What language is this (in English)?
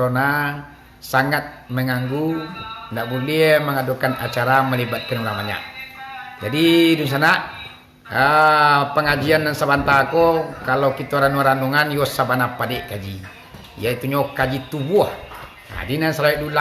Minangkabau